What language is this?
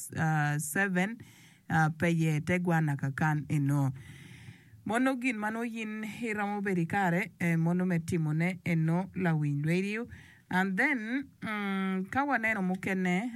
Acoli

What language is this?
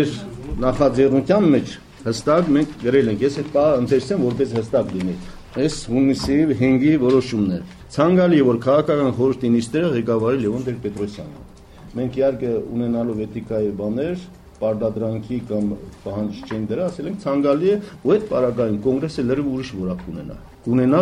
Armenian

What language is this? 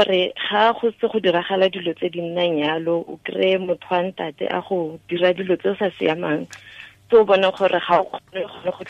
Tswana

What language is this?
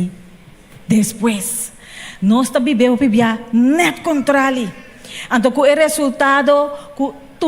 Papiamento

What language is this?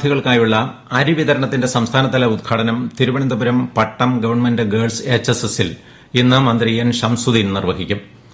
Malayalam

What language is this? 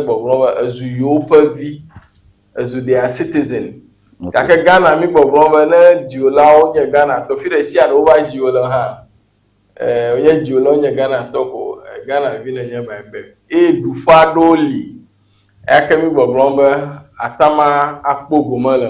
Ewe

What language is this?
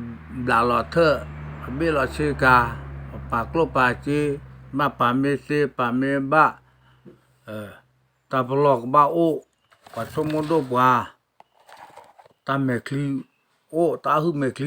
S'gaw Karen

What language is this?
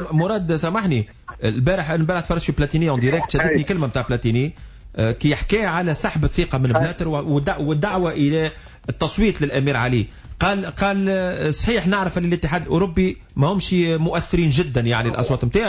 Tunisian Arabic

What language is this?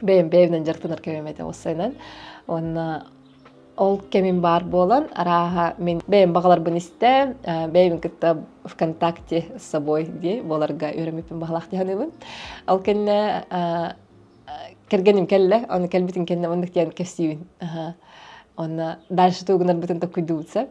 Yakut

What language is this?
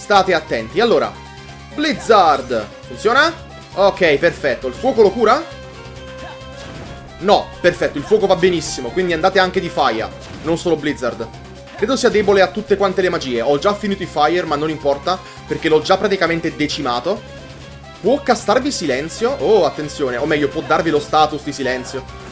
Italian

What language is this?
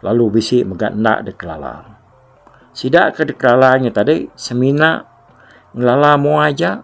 Iban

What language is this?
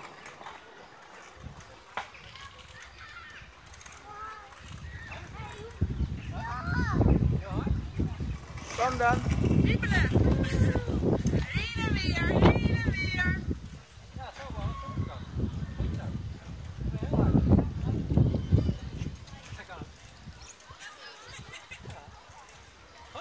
Dutch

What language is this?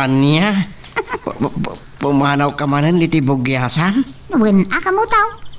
Iloko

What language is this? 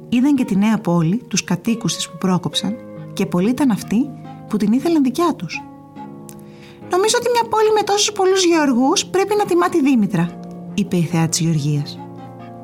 Greek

